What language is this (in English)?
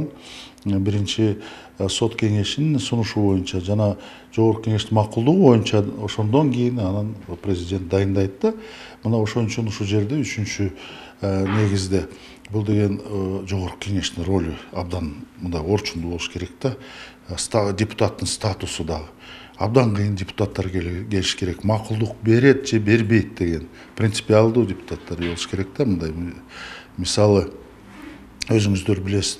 Kyrgyz